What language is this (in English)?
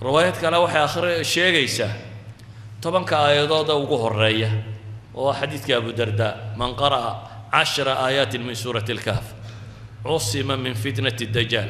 Somali